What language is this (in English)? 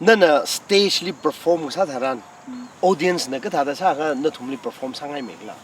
Tangkhul Naga (India)